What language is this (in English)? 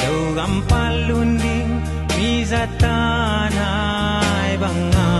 Tedim Chin